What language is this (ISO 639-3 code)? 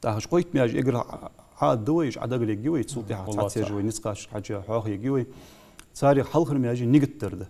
inh